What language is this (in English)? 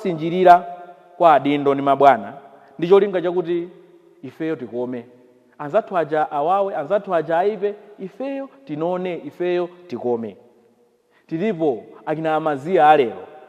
Nyanja